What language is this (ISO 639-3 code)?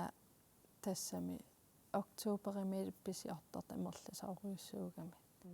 kal